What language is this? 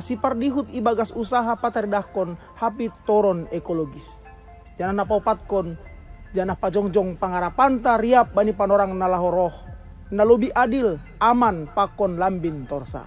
Batak Simalungun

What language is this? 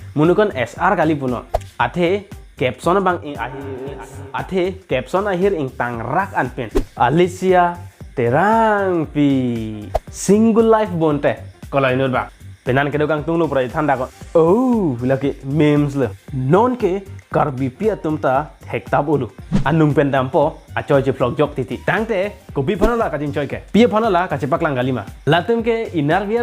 Karbi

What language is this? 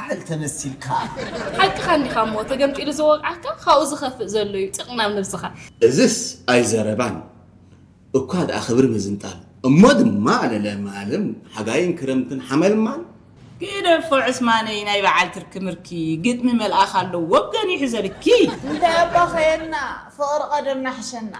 Tigrinya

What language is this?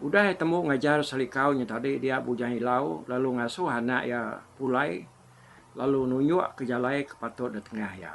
Iban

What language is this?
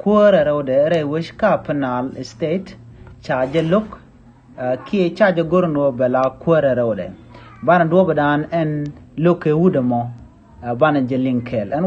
Nuer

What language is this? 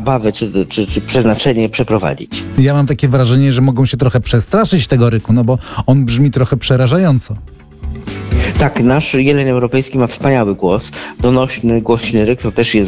Polish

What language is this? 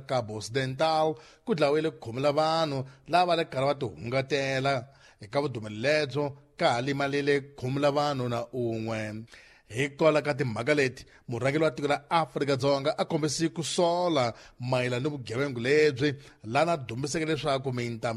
Tsonga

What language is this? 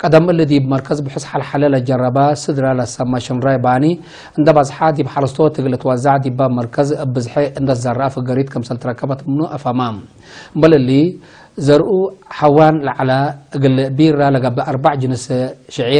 Tigre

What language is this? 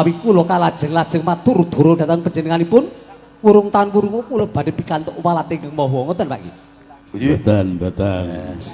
Javanese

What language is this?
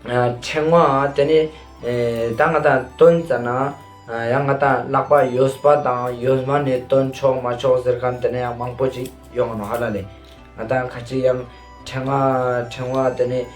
Ladakhi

